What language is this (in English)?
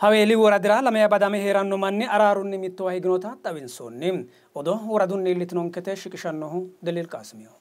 Sidamo